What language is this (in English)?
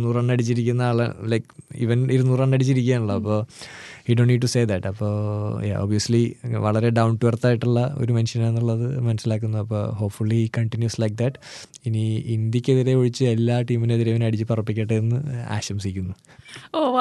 Malayalam